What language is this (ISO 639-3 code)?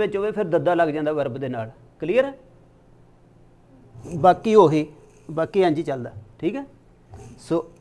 pan